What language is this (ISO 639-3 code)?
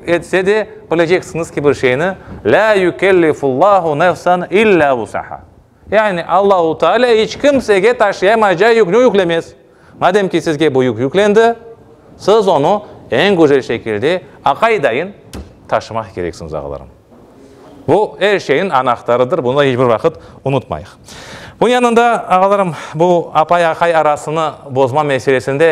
crh